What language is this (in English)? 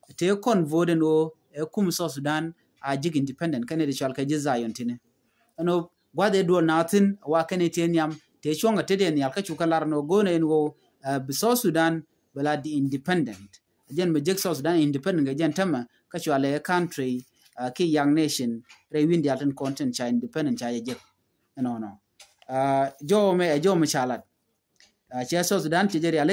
Nuer